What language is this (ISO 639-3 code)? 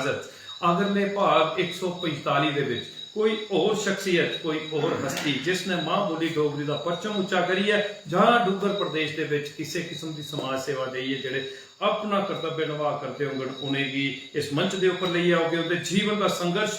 doi